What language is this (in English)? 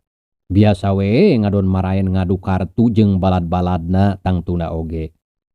Sundanese